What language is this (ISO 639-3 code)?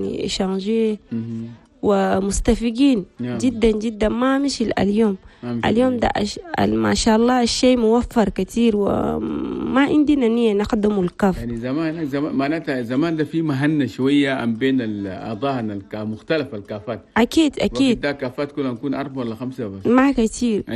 shu